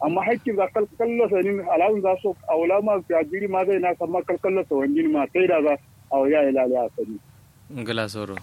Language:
Kanuri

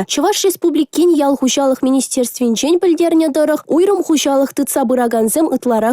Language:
Chuvash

